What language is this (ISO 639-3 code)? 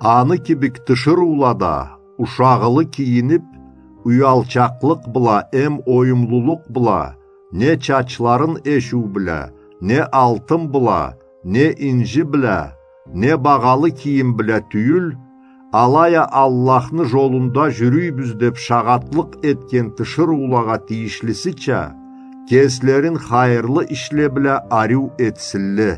krc